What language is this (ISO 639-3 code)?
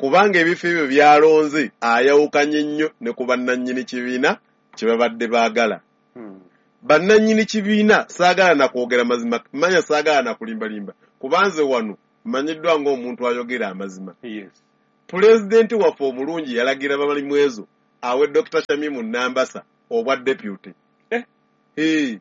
lug